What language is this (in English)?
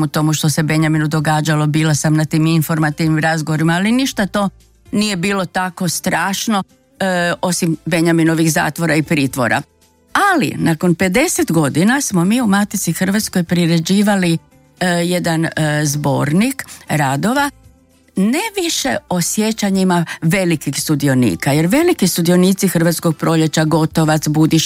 Croatian